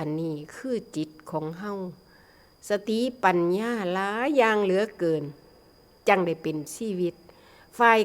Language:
Northeastern Thai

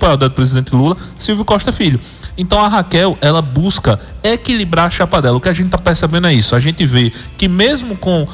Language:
Portuguese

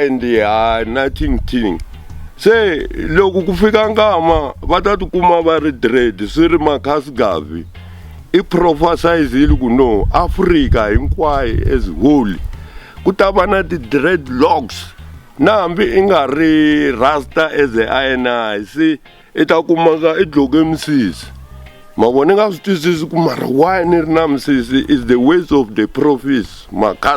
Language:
Tsonga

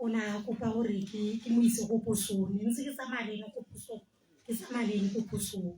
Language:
Tswana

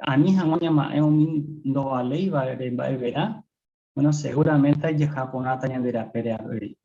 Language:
Guarani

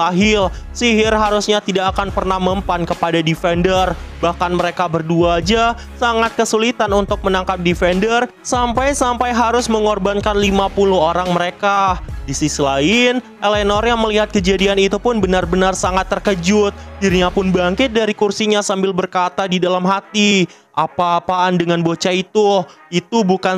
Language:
Indonesian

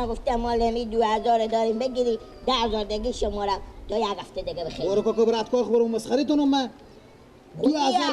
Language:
Persian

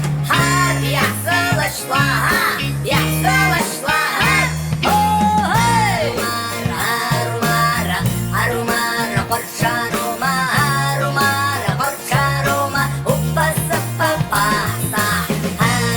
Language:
Abkhazian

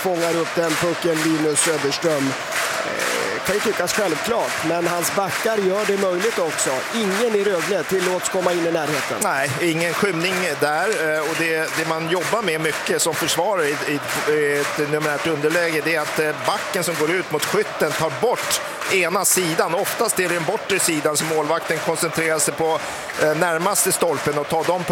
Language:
Swedish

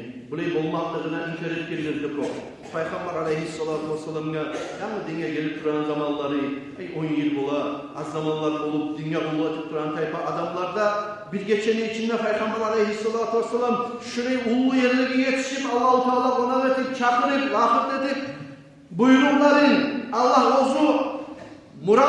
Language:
Kumyk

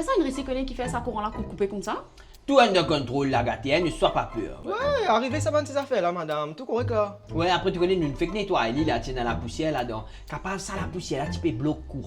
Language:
Morisyen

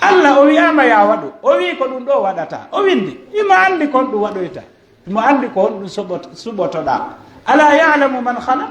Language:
Pular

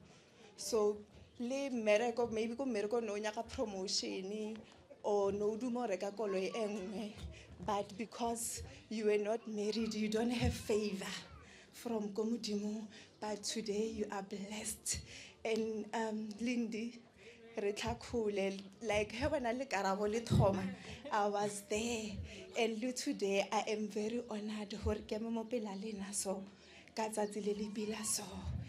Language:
Northern Sotho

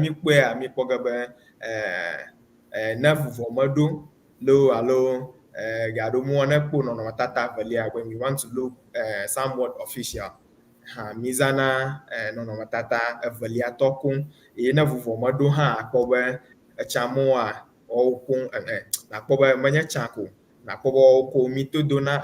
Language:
Ewe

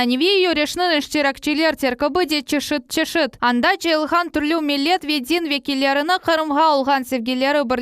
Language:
Crimean Tatar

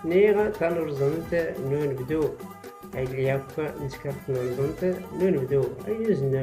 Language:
Tachelhit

